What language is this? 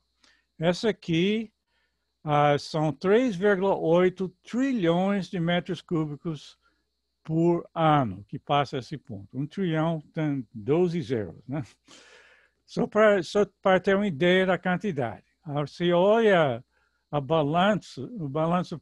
Portuguese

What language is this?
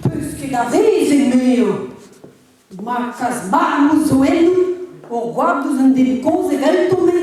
Breton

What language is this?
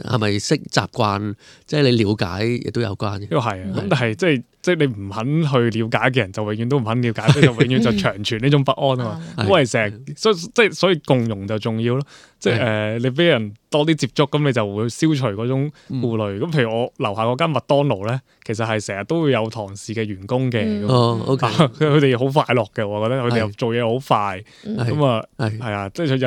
Cantonese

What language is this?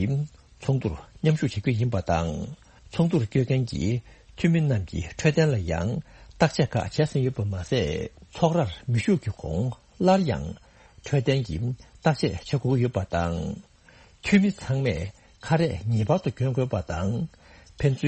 Tibetan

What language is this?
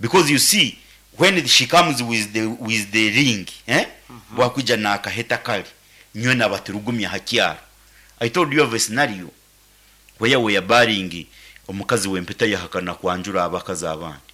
Nyankole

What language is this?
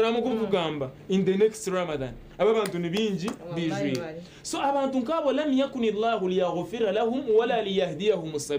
Nyankole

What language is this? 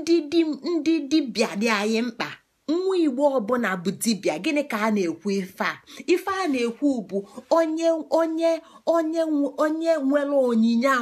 Igbo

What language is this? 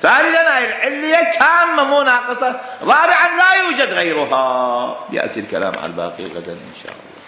Mesopotamian Arabic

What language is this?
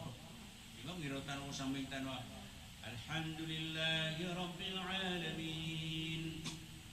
Maranao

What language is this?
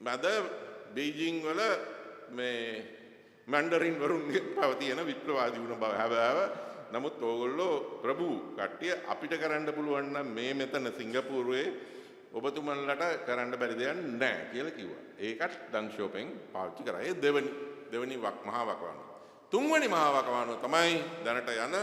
Sinhala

